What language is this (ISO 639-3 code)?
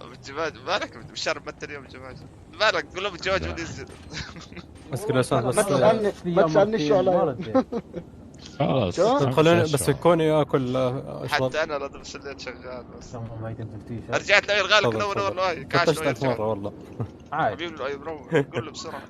apc